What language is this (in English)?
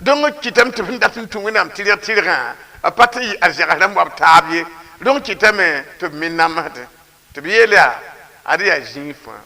Mossi